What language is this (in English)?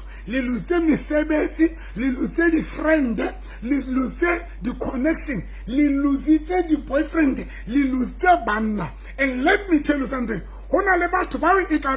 Southern Sotho